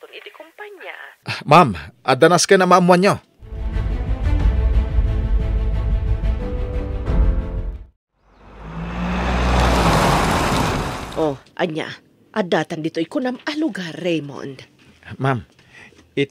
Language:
Iloko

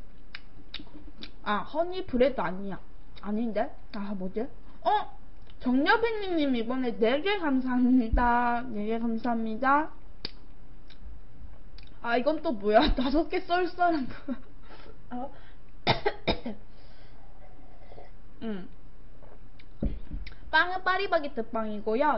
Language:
Korean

